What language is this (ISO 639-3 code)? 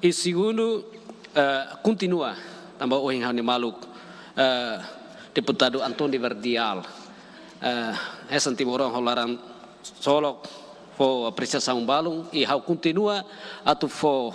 tet